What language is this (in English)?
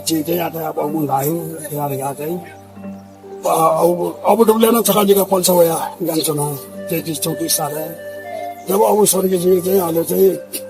Newari